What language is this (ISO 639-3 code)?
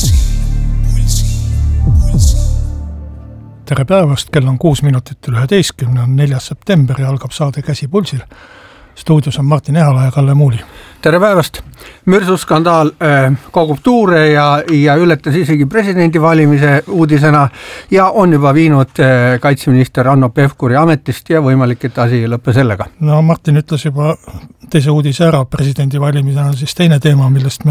est